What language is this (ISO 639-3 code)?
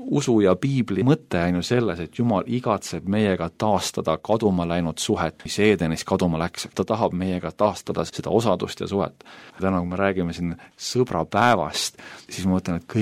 est